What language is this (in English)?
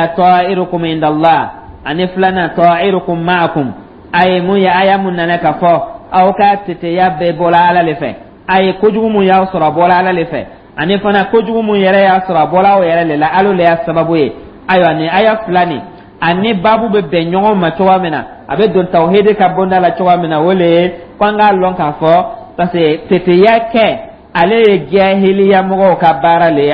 Dyula